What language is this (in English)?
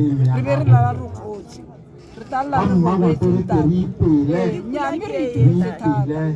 Tswana